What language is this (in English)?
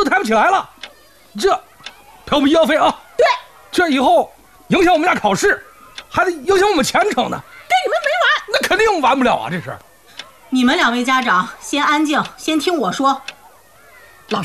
Chinese